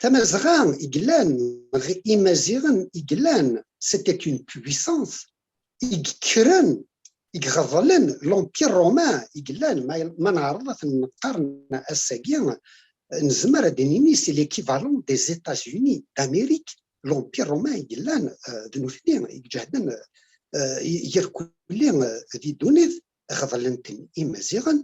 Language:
Kabyle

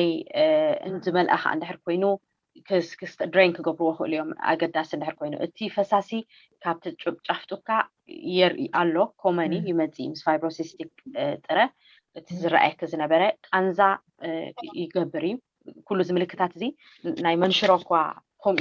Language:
Tigrinya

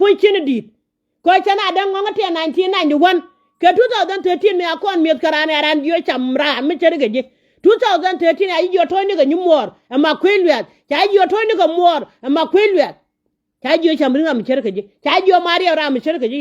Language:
Nuer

